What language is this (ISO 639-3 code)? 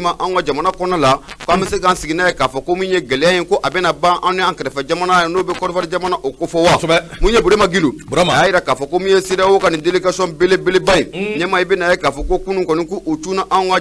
bam